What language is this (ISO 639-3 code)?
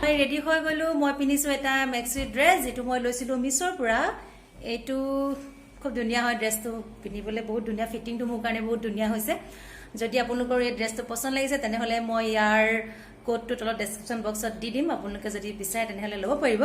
asm